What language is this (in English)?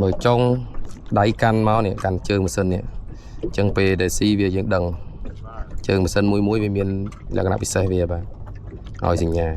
Khmer